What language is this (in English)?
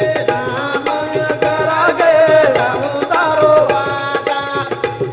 Lambadi